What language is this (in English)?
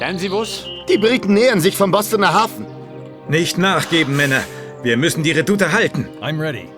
Bavarian